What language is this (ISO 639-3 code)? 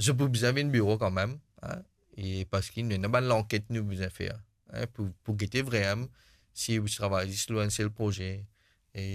mfe